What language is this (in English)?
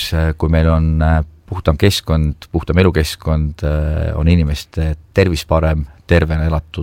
Estonian